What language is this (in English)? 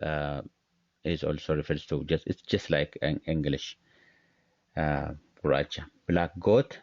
English